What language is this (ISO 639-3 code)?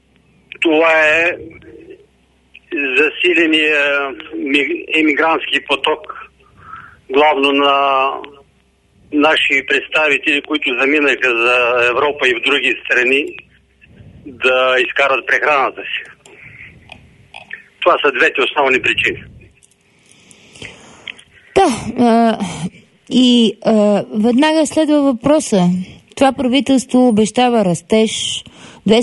bul